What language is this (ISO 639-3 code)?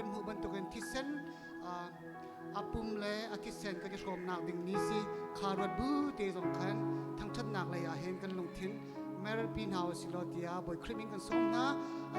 cfm